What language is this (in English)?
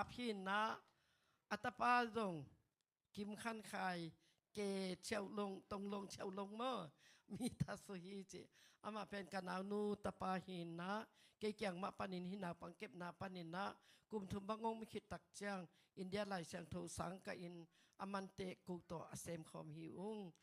Tedim Chin